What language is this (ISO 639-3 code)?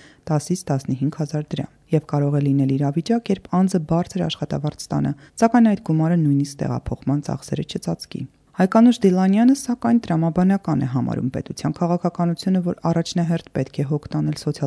hye